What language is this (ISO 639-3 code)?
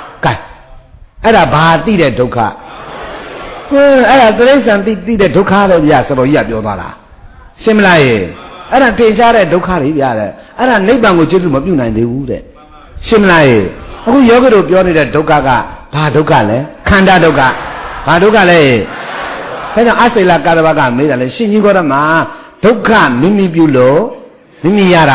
mya